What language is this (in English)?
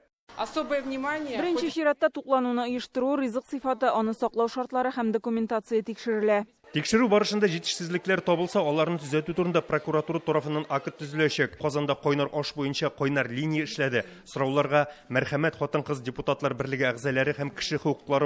Tatar